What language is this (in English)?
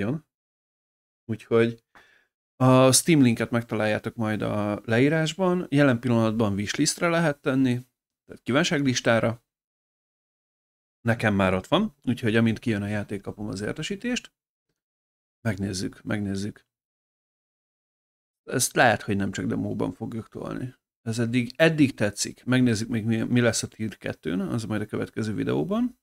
Hungarian